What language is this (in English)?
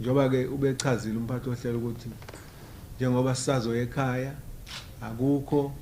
Zulu